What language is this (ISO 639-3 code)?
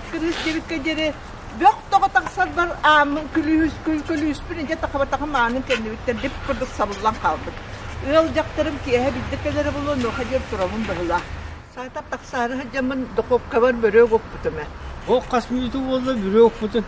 sah